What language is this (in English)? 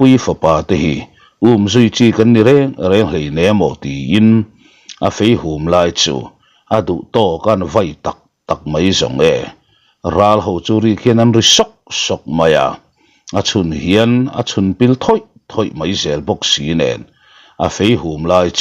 Mizo